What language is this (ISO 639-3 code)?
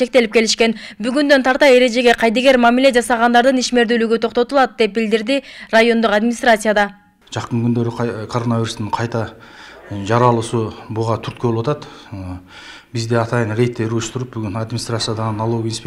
kir